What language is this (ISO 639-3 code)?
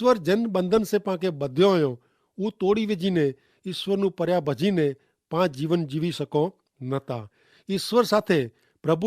kfr